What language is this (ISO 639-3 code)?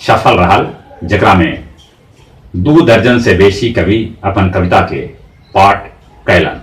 mag